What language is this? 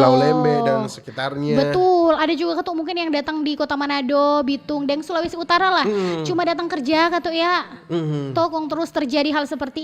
Manado Malay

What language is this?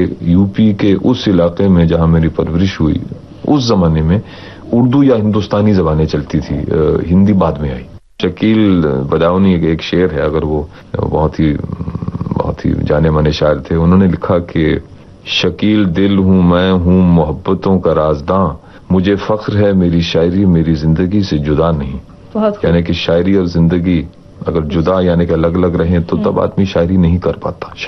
Hindi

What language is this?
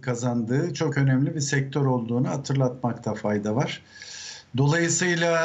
Turkish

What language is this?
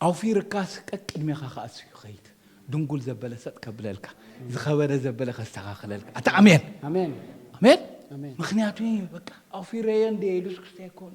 Tigrinya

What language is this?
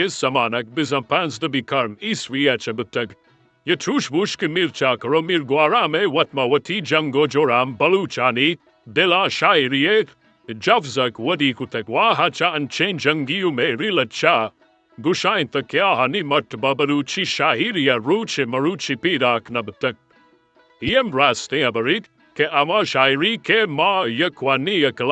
Eastern Balochi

